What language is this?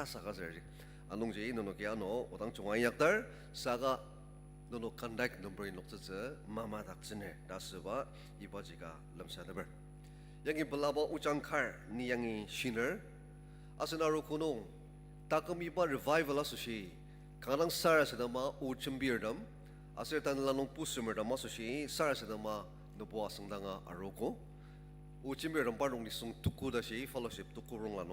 Ao Naga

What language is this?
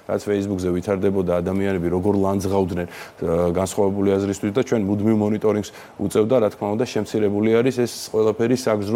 Georgian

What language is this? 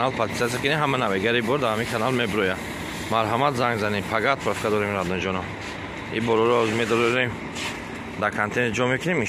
Tajik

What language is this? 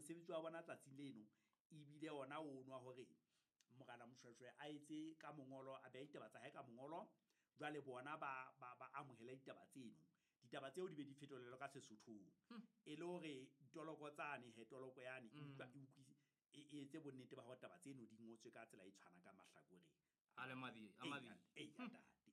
Southern Sotho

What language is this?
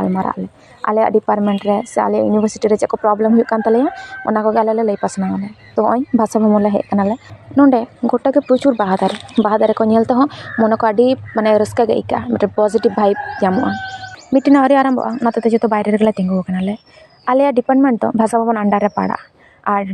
Santali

